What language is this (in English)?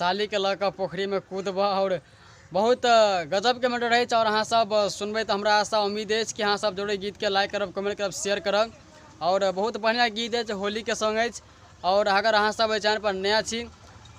Maithili